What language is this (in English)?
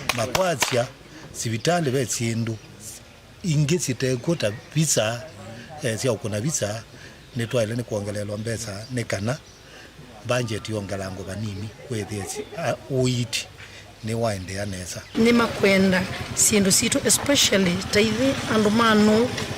Kamba